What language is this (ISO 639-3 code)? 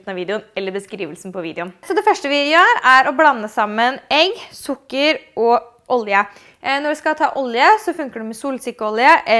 nor